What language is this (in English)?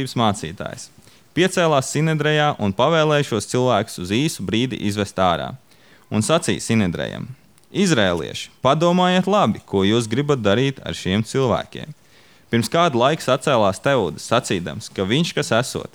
Latvian